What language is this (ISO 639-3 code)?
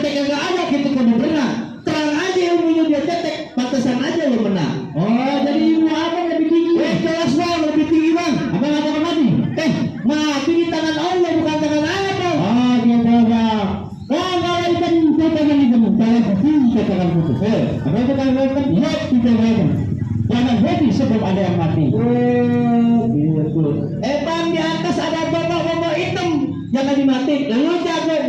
bew